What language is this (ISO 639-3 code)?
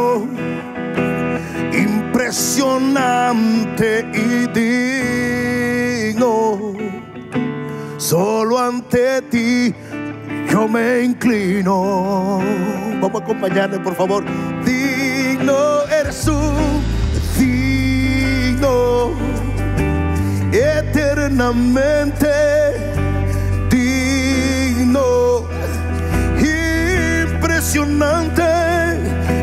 spa